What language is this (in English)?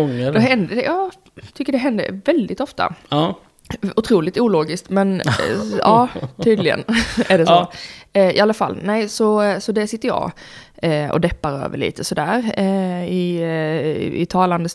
Swedish